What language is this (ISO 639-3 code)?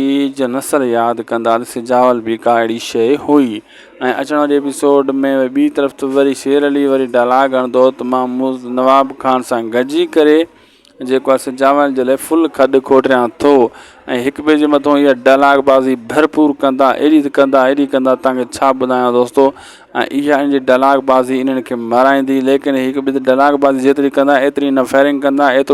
snd